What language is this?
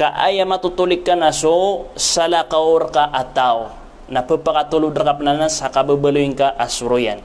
Maranao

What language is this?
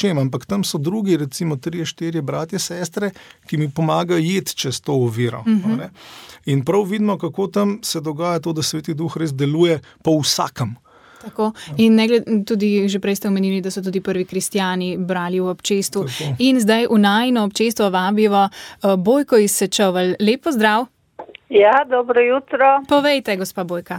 Slovenian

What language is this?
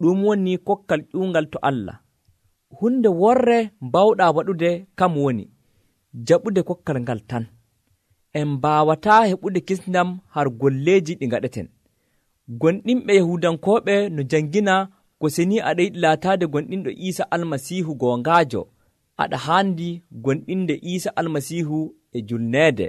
Nigerian Fulfulde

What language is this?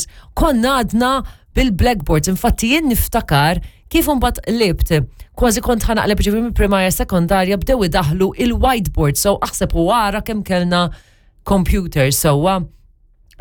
Maltese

